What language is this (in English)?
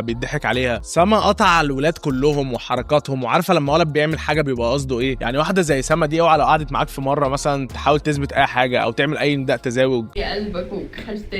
Egyptian Arabic